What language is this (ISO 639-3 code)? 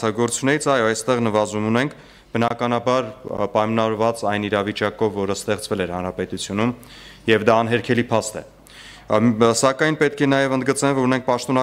hye